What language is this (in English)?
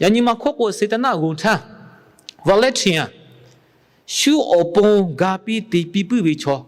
Lahu